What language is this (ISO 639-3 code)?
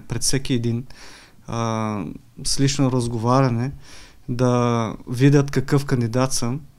bul